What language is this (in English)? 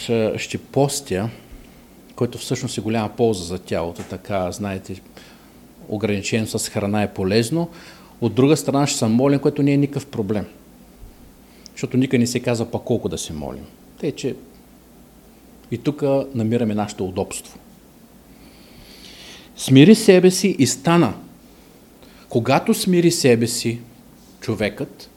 Bulgarian